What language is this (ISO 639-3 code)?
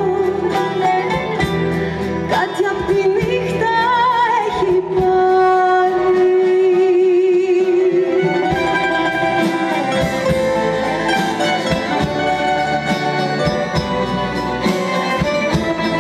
ell